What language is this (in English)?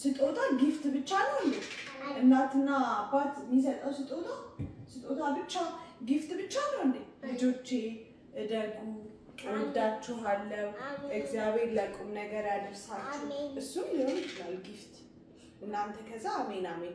Amharic